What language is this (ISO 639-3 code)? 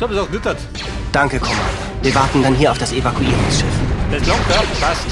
bar